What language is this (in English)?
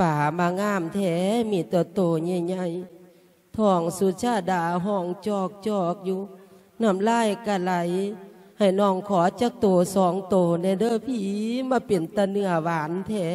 Lao